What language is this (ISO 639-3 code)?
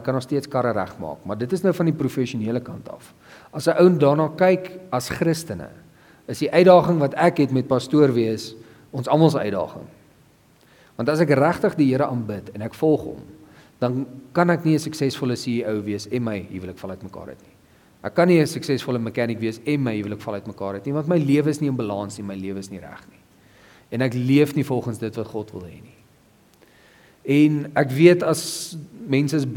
afr